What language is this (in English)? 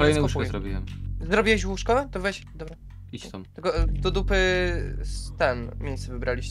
Polish